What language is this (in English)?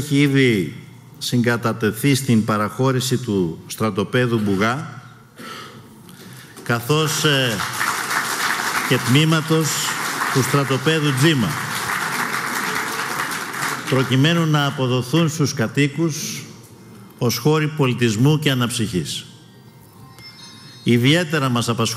Greek